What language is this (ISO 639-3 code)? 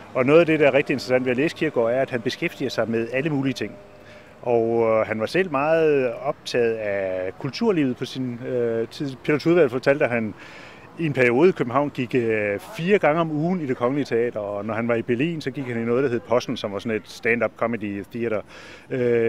dan